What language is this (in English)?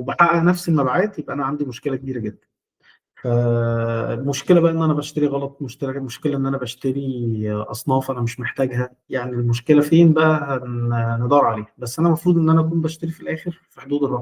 Egyptian Arabic